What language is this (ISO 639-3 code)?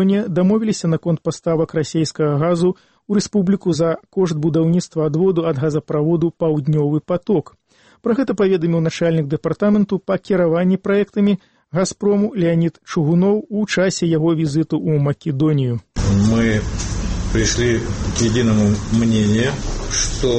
bel